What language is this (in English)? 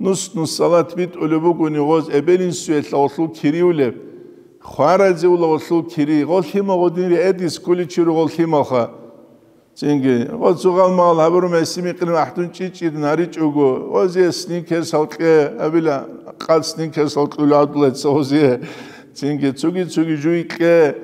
Avaric